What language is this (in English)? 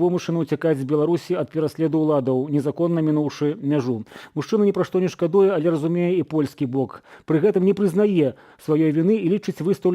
Belarusian